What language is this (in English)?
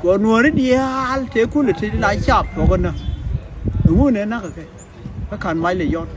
Nuer